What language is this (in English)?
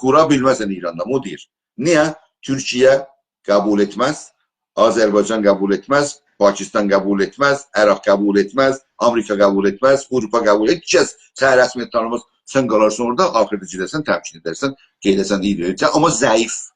South Azerbaijani